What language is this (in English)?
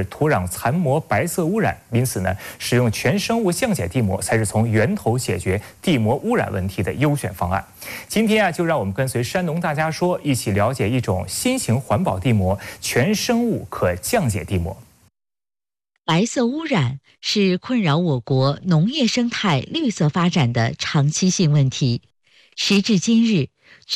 Chinese